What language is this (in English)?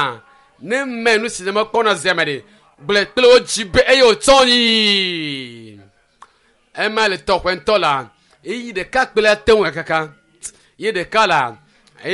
Ewe